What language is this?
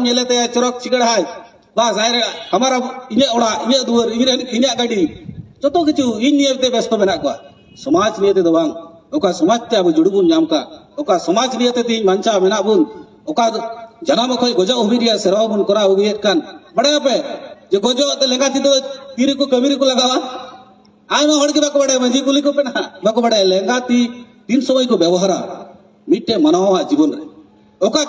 Santali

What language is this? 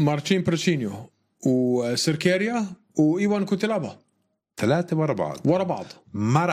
North Levantine Arabic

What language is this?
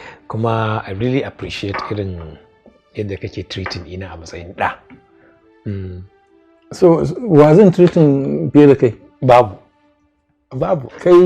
Hausa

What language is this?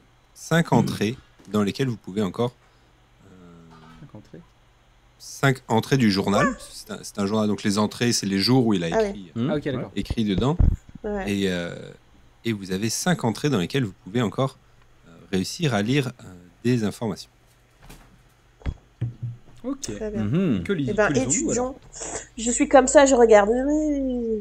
French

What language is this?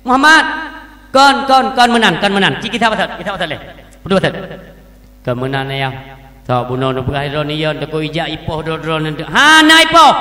Achinese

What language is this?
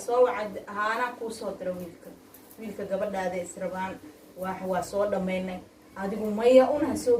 Somali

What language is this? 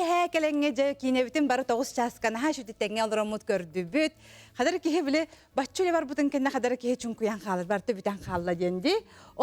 Yakut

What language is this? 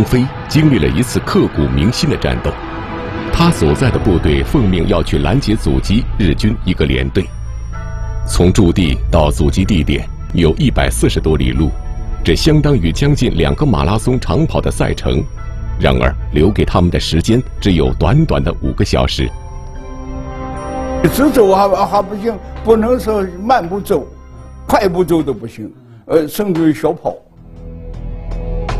Chinese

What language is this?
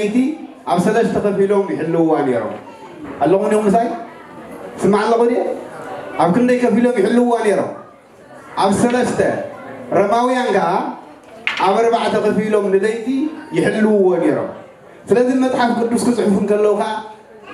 Tigrinya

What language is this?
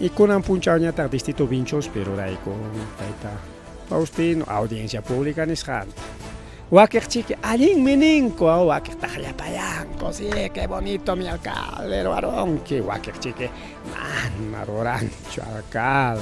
Ayacucho Quechua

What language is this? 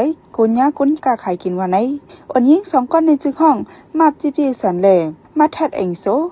Shan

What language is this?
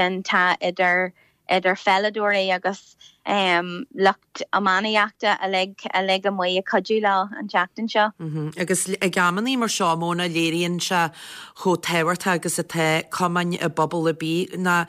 Irish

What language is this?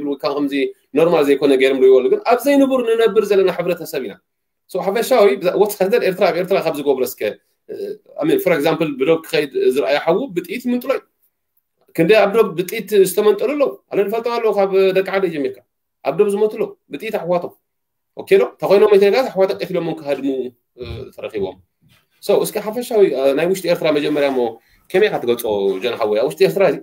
Tigrinya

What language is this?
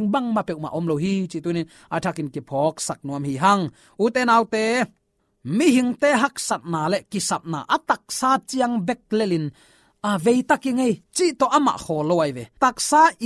Tedim Chin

